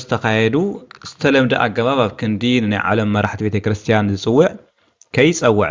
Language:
Tigrinya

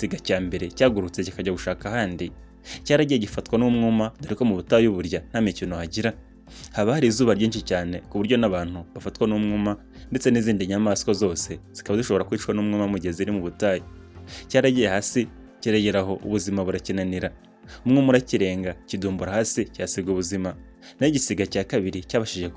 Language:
Kinyarwanda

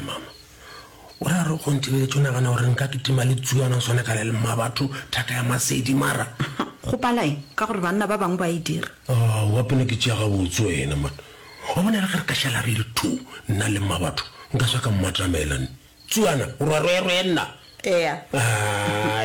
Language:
Northern Sotho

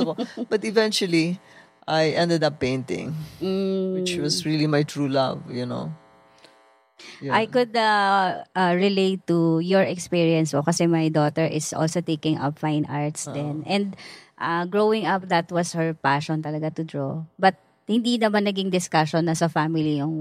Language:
Filipino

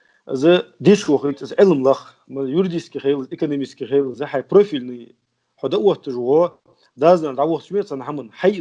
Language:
Ingush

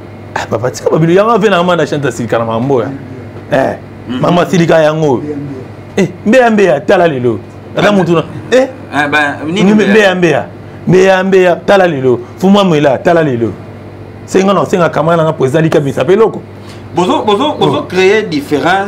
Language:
Lingala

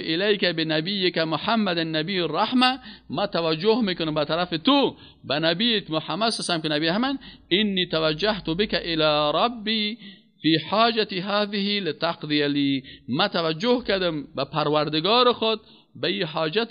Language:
Persian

